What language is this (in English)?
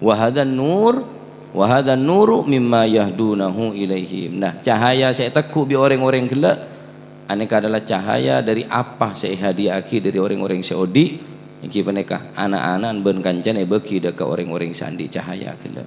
Madurese